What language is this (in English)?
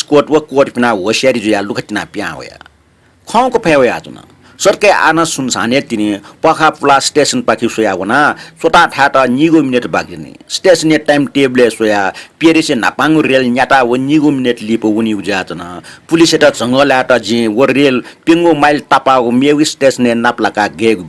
Newari